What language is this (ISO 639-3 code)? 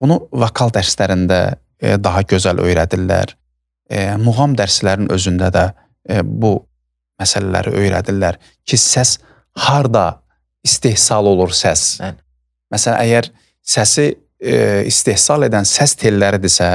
aze